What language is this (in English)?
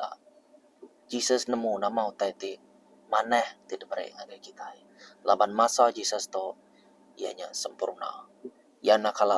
Iban